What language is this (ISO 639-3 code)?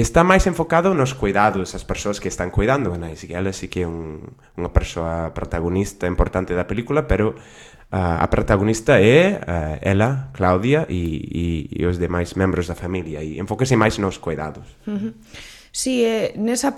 glg